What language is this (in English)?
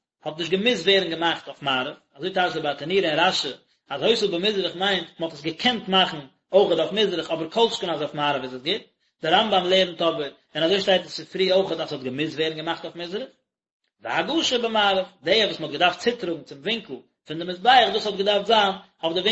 Yiddish